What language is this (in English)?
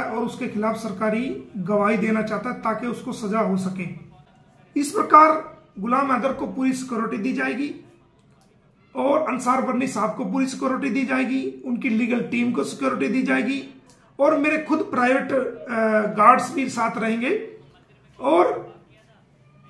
Hindi